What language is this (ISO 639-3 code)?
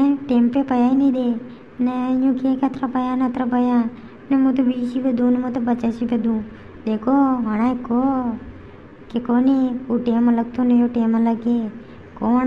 raj